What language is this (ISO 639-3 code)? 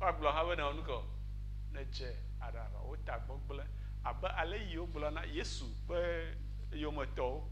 ewe